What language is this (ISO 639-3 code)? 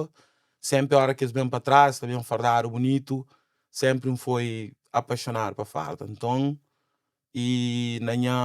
kea